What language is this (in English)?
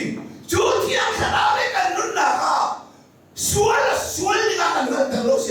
Hakha Chin